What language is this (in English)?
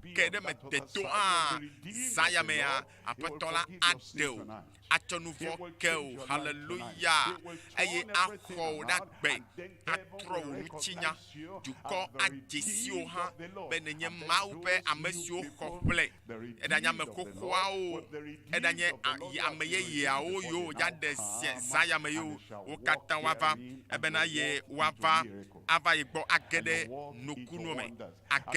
Ewe